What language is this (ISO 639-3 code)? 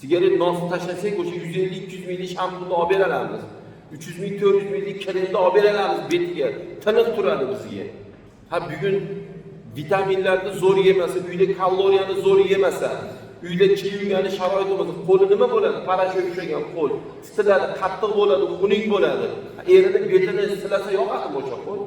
uzb